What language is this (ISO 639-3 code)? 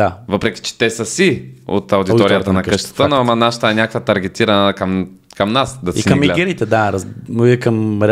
bul